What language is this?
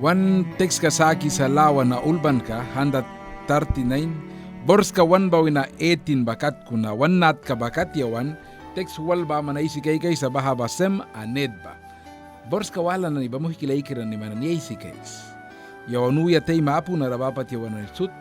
Mískito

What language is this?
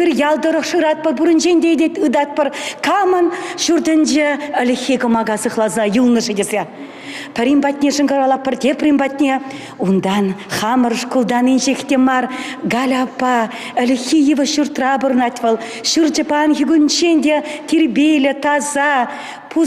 Chuvash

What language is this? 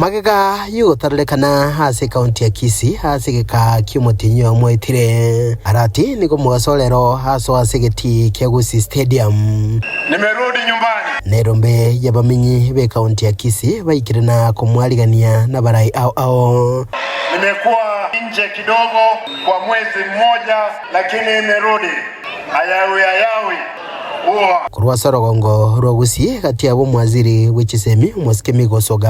Gusii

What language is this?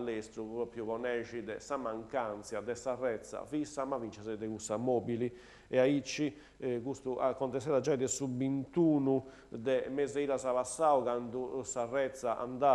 Sardinian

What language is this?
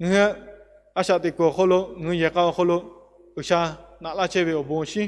Lahu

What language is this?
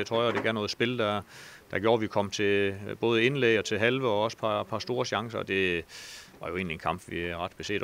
Danish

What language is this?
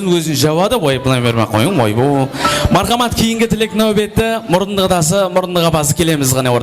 Kara-Kalpak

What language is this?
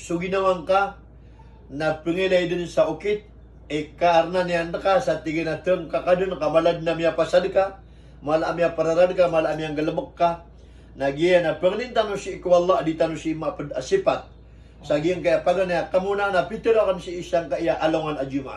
Maranao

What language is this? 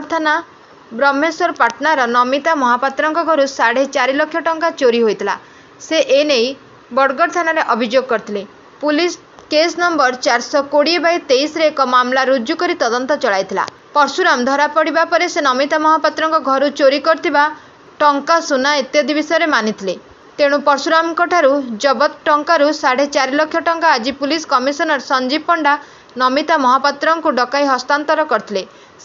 Odia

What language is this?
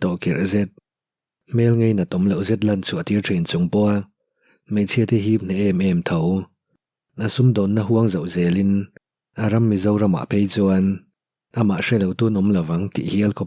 Mizo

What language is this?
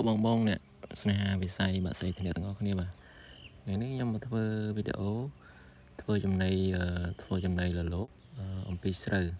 Khmer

